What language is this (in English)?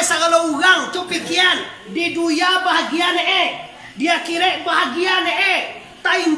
Minangkabau